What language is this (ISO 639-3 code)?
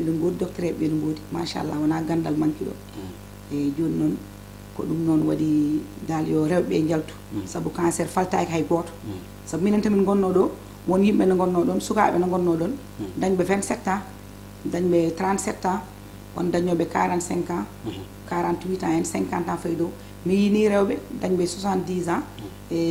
ful